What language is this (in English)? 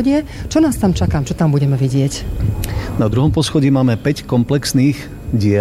Slovak